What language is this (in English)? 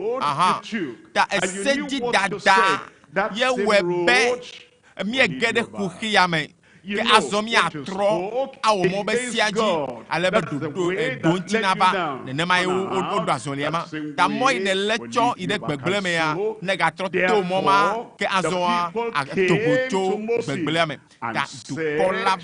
Ewe